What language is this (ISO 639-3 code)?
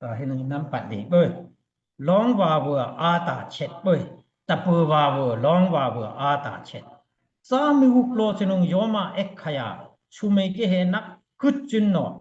dao